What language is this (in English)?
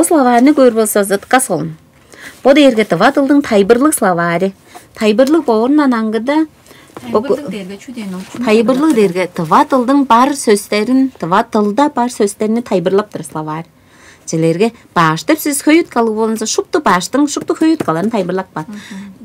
Tuvinian